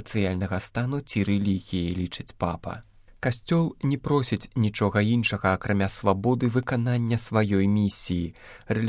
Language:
Belarusian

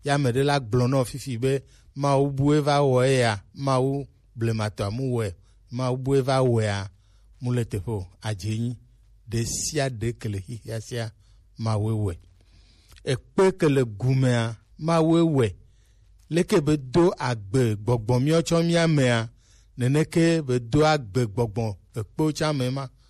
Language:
Gen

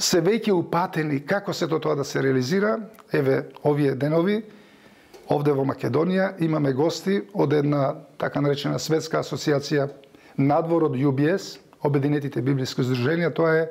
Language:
Macedonian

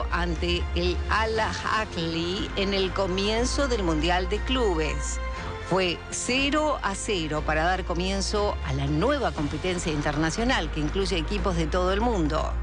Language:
Spanish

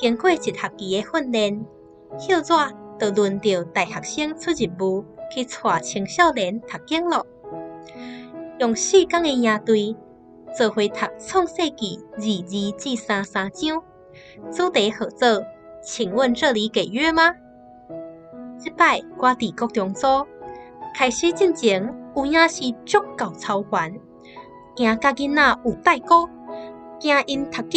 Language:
Min Nan Chinese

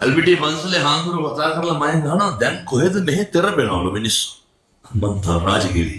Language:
Sinhala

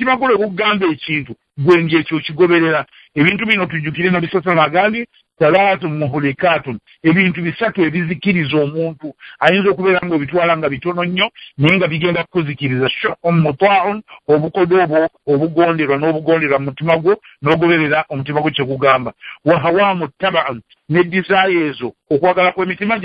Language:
Ganda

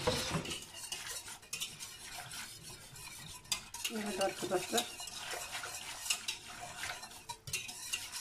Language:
Turkish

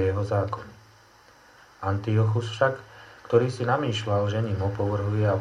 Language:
Slovak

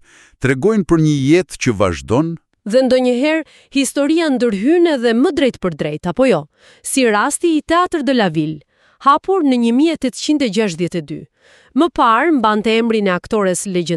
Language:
Albanian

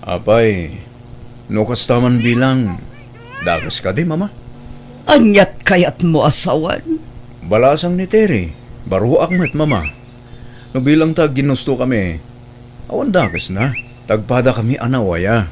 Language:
Iloko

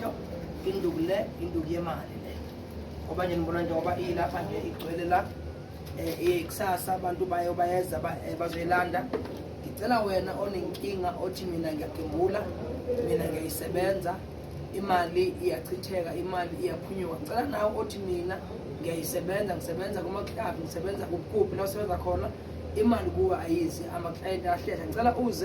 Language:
Zulu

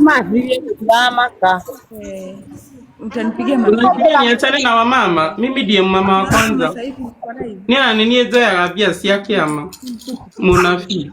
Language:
Kikuyu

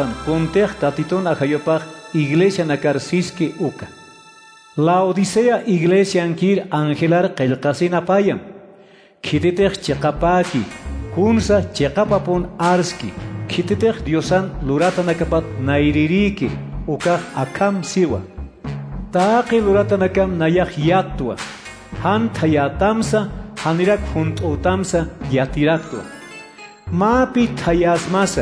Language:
Aymara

